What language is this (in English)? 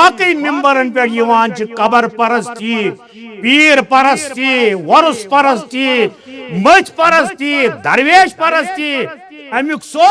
Kashmiri